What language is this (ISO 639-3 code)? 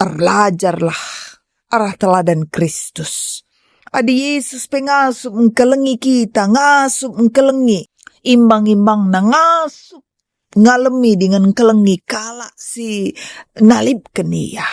btx